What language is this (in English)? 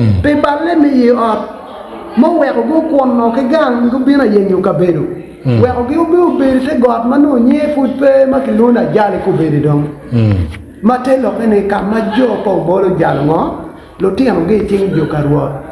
Acoli